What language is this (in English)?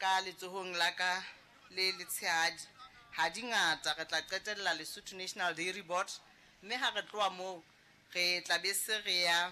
Southern Sotho